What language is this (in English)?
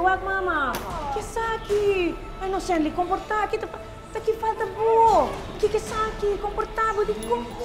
Papiamento